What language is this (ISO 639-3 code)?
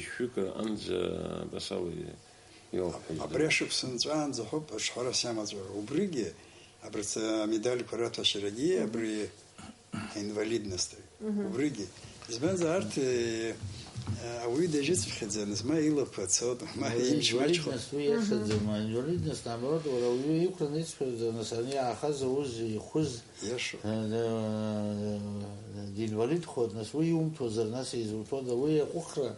abk